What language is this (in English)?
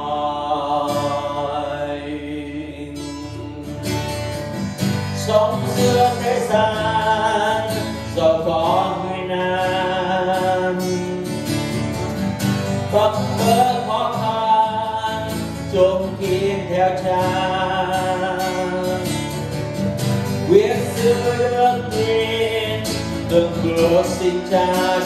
Vietnamese